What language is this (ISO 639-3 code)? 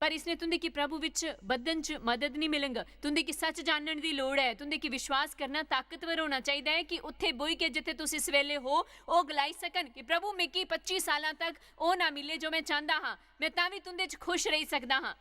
doi